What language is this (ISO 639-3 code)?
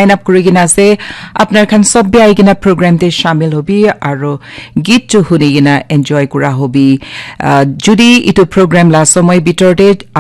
nag